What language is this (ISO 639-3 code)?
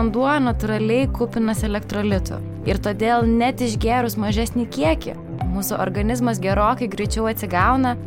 lit